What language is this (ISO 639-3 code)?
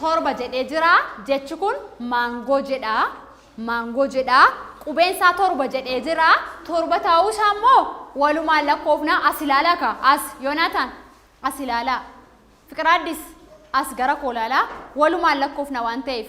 orm